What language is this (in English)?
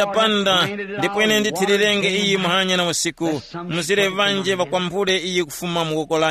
Tumbuka